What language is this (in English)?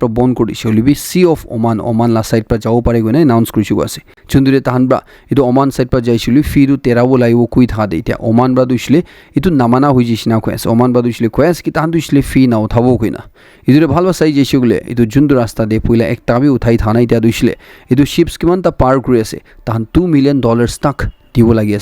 Naga Pidgin